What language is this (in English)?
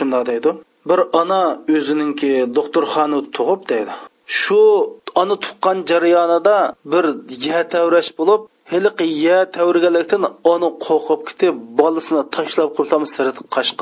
Uyghur